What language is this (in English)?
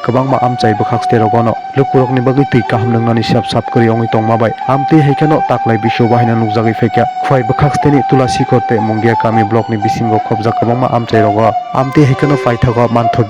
Kok Borok